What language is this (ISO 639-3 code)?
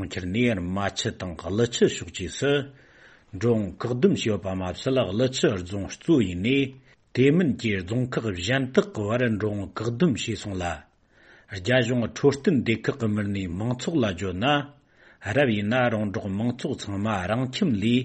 bod